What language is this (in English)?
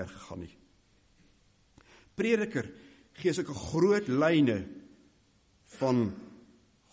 Afrikaans